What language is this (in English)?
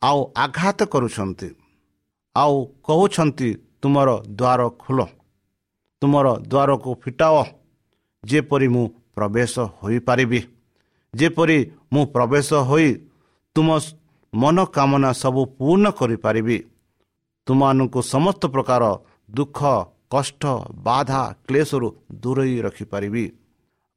Odia